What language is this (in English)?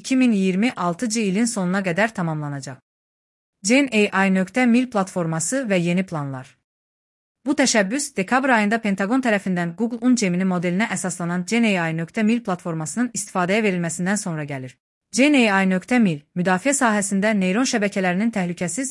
Azerbaijani